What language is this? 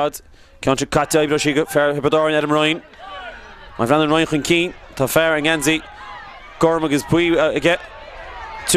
Irish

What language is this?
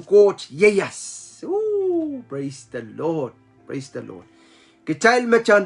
Pohnpeian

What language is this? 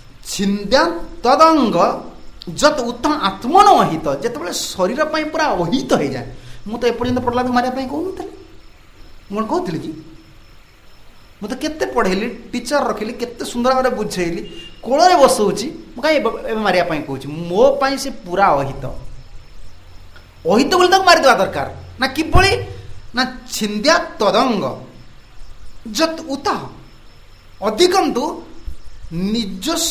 Odia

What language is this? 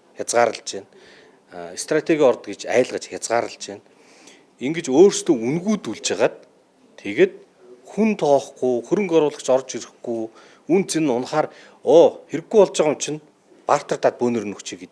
Mongolian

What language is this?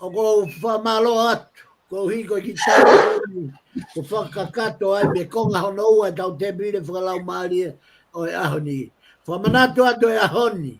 Tongan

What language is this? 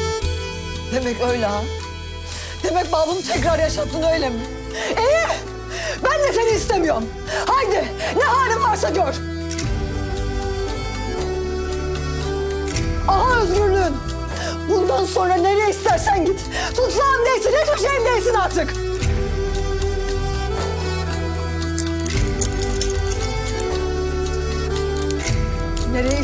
Turkish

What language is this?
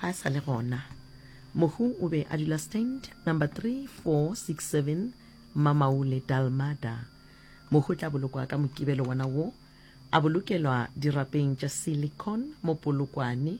Northern Sotho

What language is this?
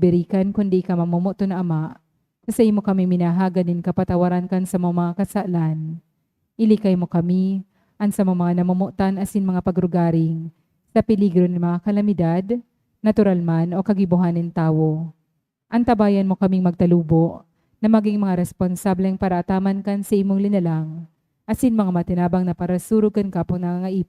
Bikol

